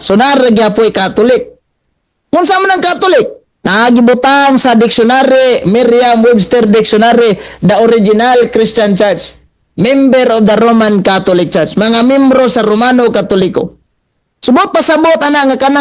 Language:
Cebuano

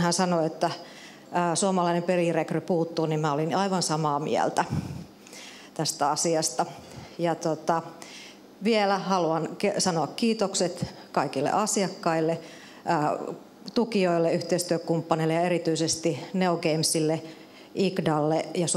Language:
Finnish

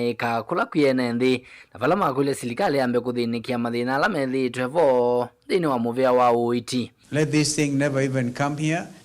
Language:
Kamba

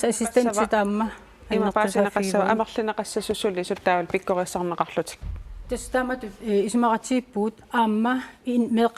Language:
Kalaallisut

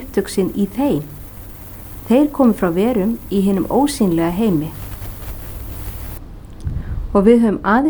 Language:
Icelandic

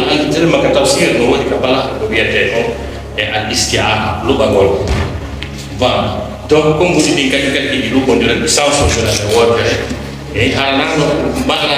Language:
Fula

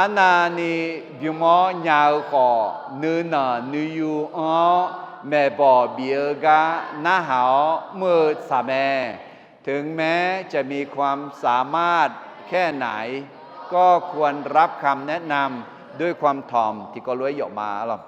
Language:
Akha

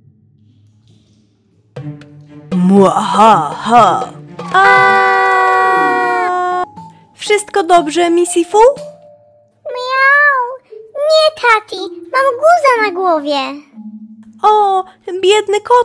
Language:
Polish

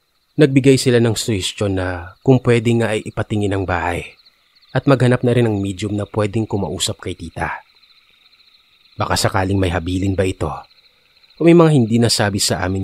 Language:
Filipino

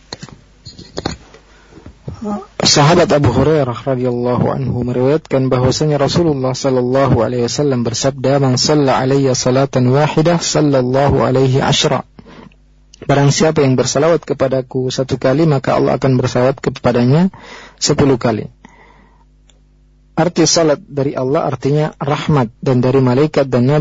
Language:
Indonesian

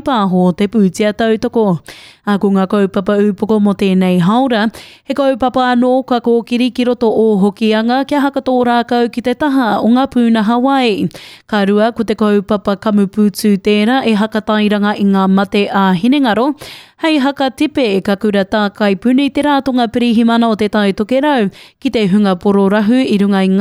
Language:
Māori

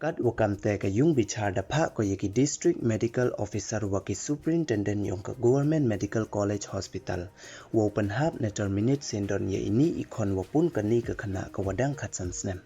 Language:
Pnar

